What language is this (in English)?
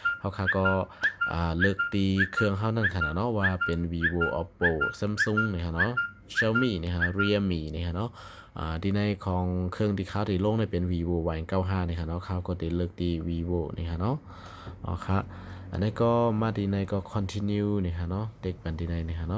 Shan